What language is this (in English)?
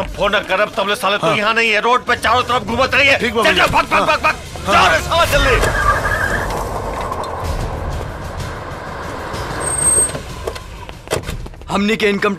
Bhojpuri